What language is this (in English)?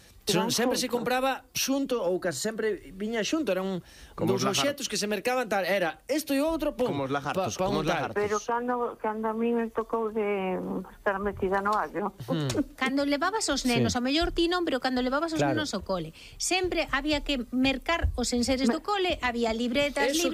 Galician